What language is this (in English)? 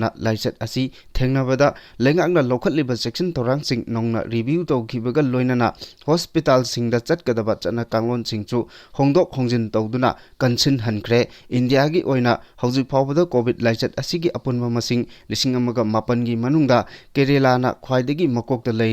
Manipuri